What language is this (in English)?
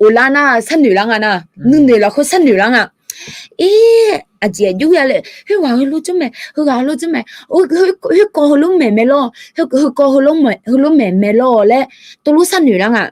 Akha